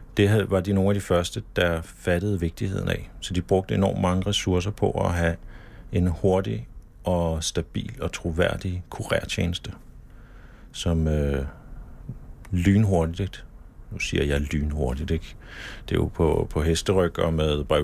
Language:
Danish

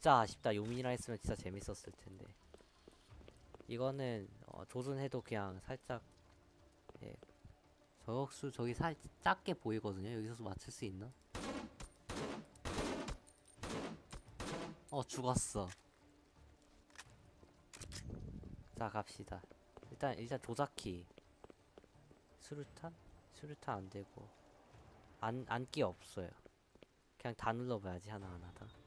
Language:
Korean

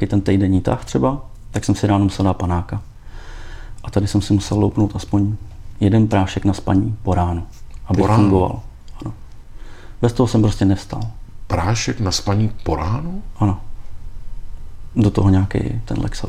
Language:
Czech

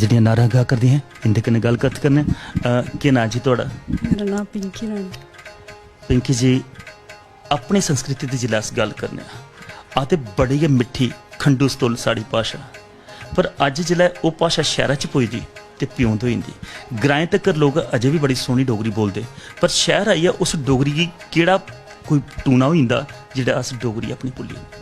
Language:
Dogri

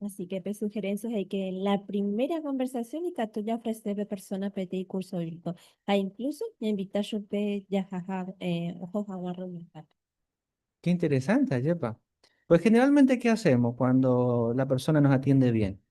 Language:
Guarani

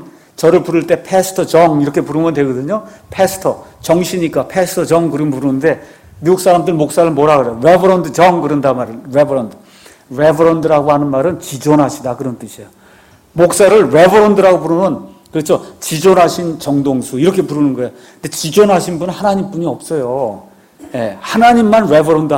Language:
Korean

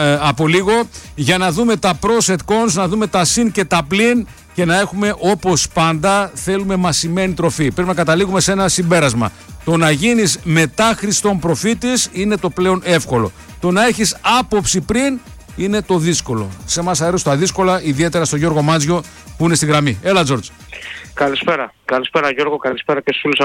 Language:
Greek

